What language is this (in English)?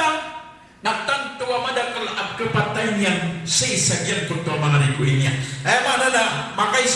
Maranao